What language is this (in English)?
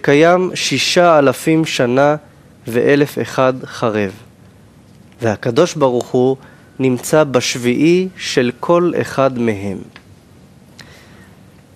Hebrew